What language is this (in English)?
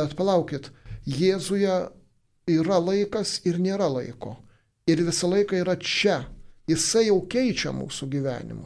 Lithuanian